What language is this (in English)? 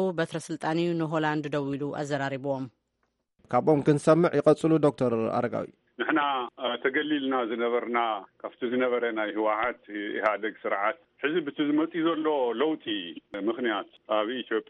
Tigrinya